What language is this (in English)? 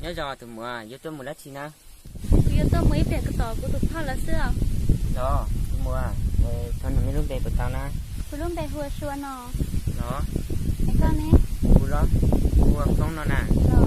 Hmong